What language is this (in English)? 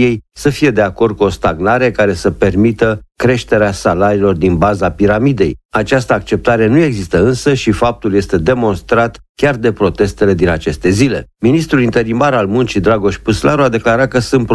Romanian